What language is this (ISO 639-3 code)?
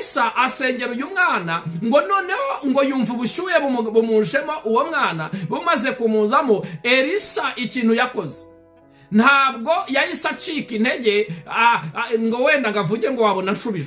kin